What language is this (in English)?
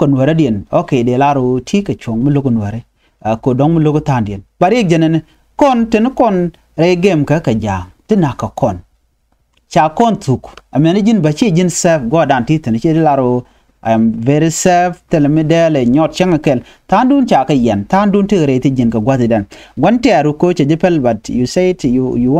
Nuer